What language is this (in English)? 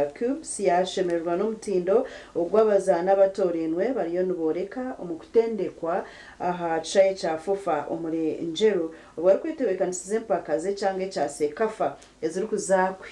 Nyankole